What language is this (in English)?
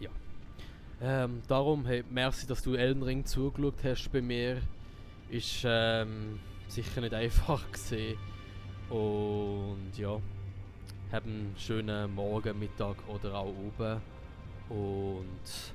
Swiss German